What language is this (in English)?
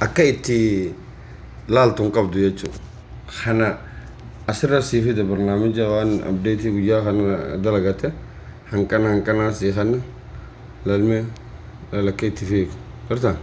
Oromo